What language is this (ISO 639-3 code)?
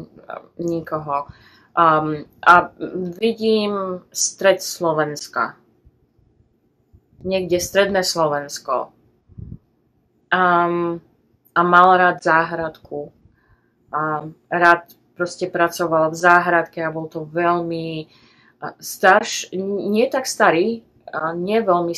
slk